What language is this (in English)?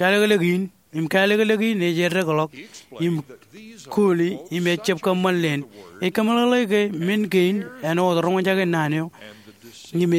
Marshallese